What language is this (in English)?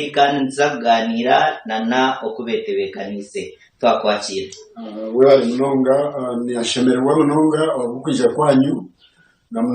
Nyankole